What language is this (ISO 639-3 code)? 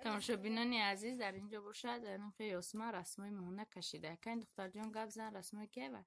tgk